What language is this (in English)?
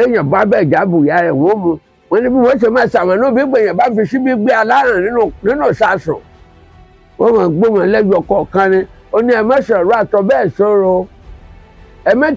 Yoruba